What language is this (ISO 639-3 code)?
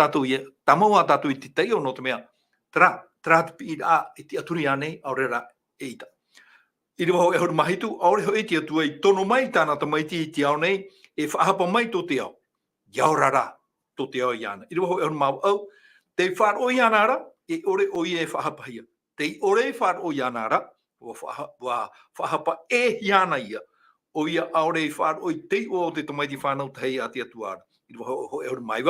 tah